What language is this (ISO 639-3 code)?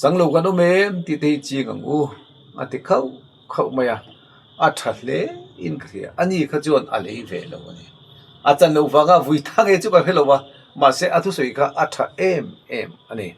lus